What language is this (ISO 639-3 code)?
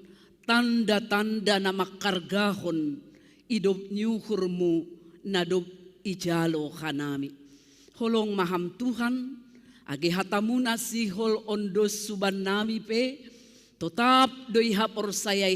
bts